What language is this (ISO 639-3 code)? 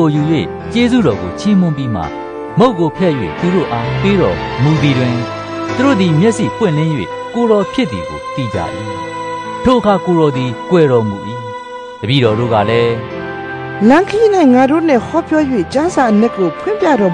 mya